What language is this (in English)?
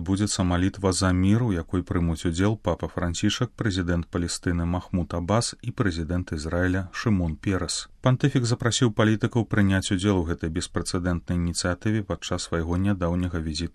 Belarusian